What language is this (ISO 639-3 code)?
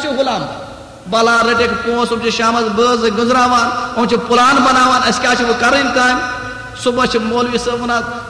kas